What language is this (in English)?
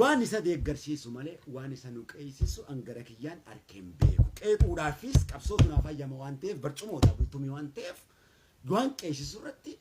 Oromo